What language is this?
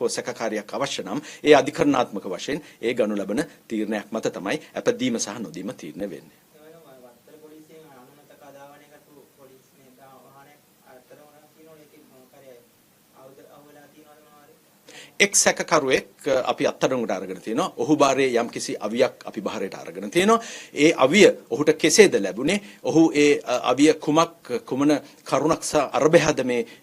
Sinhala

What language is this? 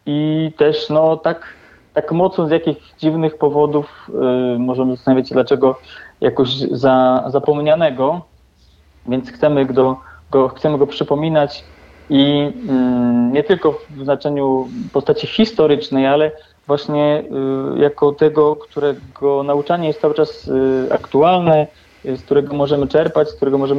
Polish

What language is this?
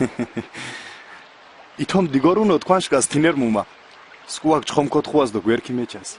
Mingrelian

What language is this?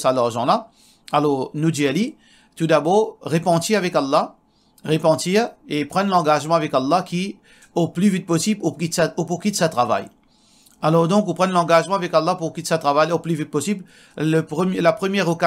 Morisyen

